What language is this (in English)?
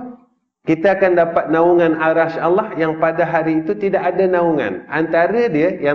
Malay